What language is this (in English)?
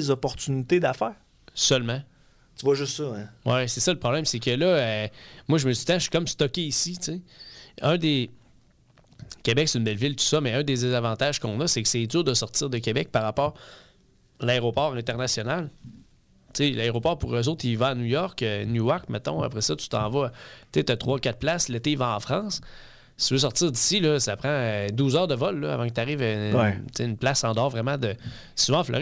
French